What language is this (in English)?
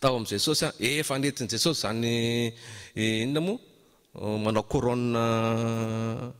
Malagasy